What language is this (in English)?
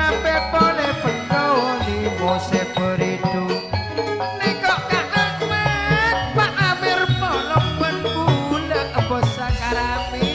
Madurese